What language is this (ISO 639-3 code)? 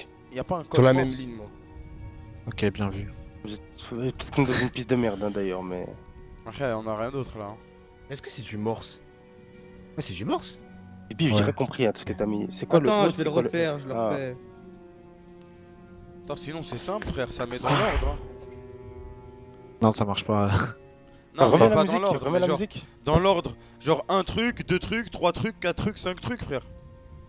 fra